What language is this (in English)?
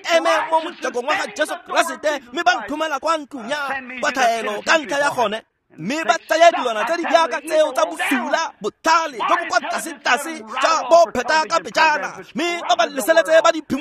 Tswana